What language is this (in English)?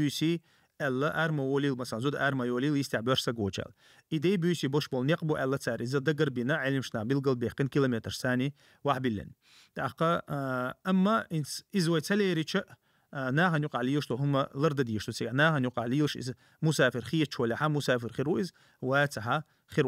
Chechen